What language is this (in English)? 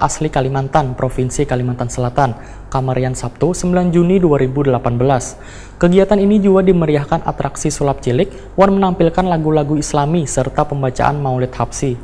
Banjar